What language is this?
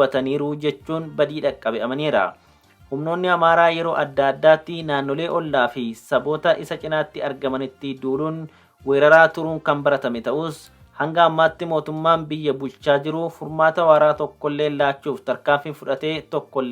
Oromo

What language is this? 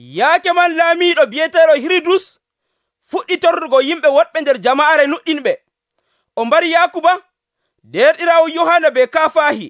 Nigerian Fulfulde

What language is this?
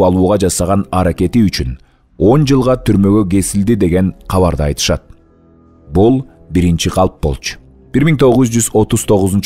Kyrgyz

